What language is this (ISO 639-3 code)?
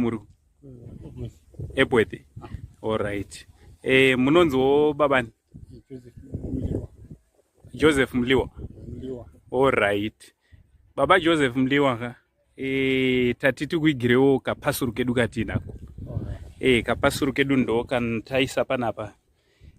sna